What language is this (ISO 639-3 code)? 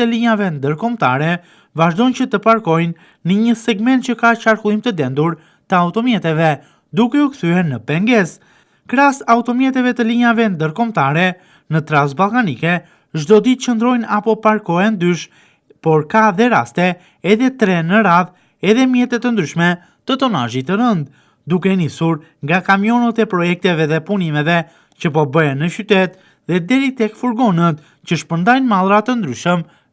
sqi